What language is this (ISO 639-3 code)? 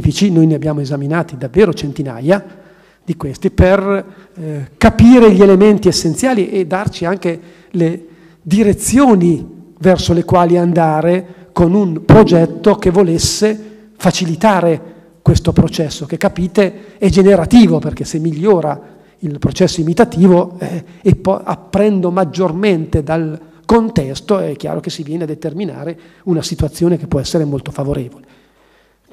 ita